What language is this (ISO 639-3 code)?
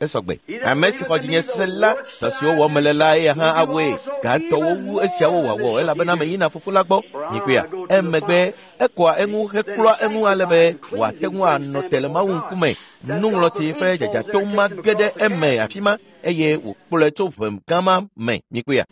ewe